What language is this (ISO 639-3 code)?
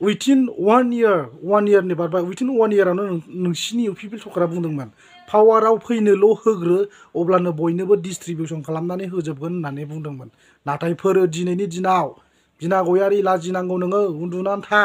brx